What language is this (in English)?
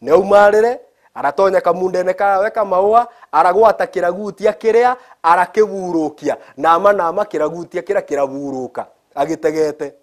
Meru